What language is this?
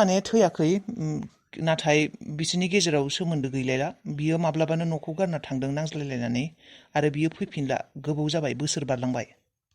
Bodo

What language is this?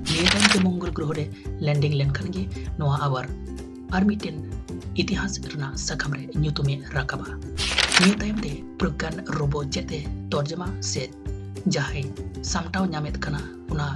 Santali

